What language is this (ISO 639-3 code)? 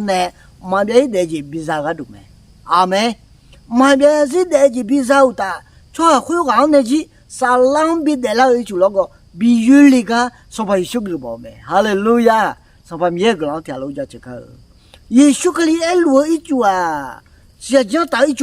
ahk